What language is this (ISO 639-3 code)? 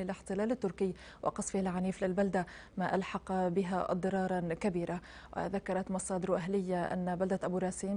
apc